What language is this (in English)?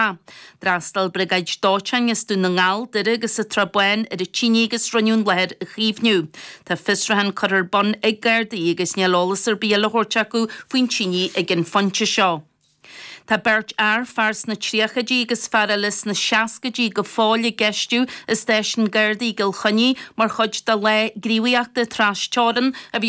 Irish